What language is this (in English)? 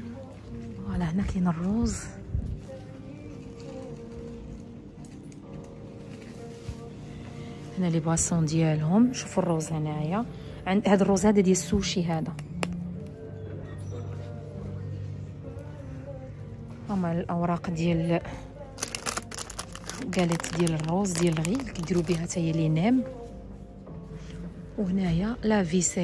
Moroccan Arabic